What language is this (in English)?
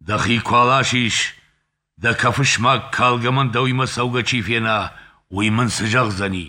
Ossetic